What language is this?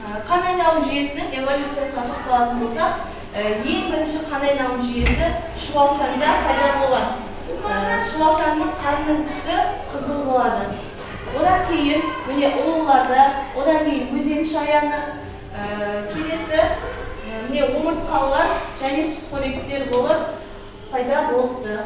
Kazakh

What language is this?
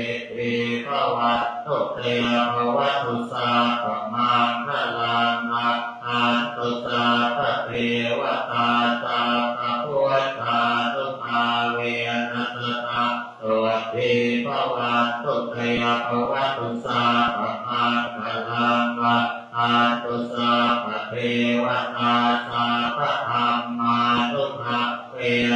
Pali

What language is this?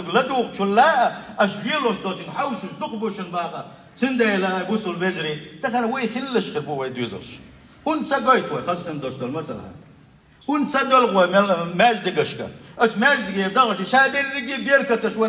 Chechen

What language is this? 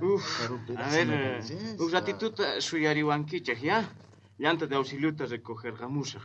South Bolivian Quechua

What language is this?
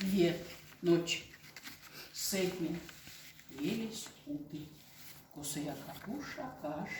Erzya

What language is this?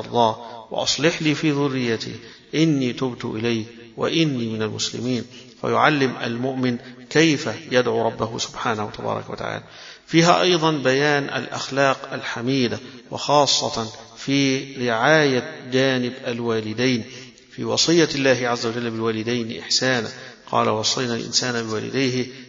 Arabic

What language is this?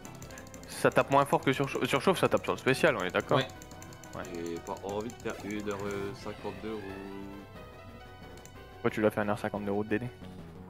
French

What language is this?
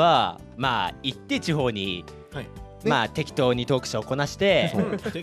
Japanese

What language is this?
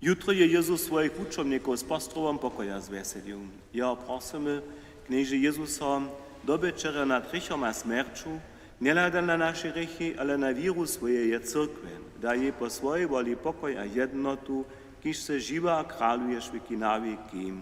Upper Sorbian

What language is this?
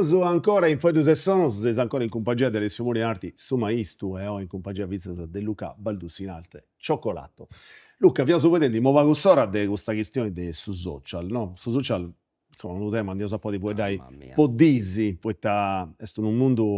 Sardinian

